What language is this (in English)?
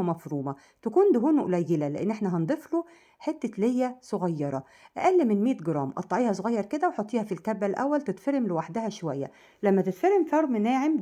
Egyptian Arabic